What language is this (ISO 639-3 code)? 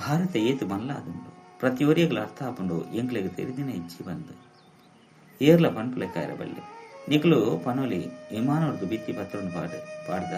tcy